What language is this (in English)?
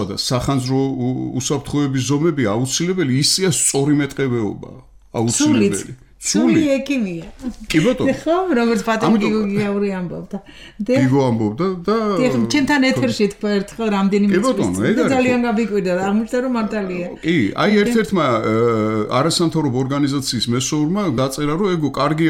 Georgian